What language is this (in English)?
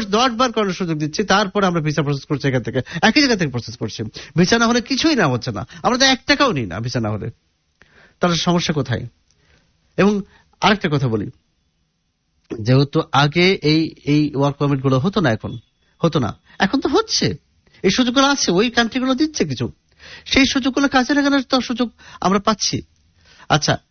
Bangla